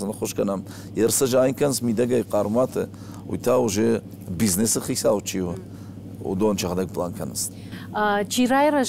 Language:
Ossetic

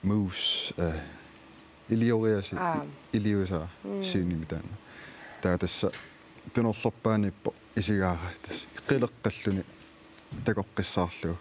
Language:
Kalaallisut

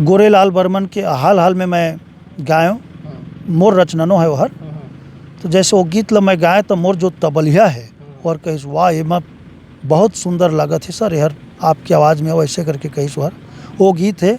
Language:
Chhattisgarhi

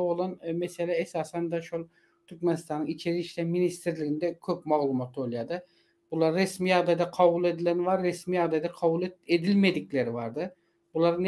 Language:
Turkmen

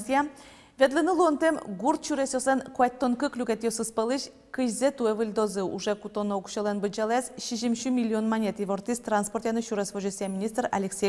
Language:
Udmurt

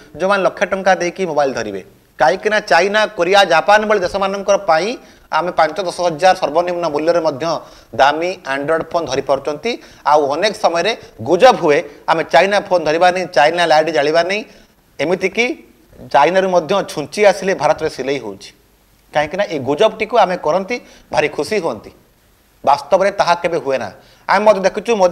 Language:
Odia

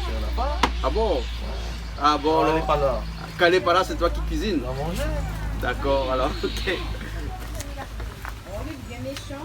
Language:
Réunion Creole French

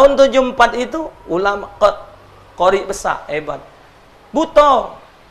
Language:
Musi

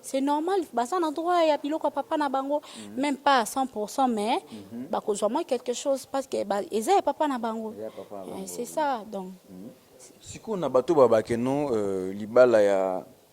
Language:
Lingala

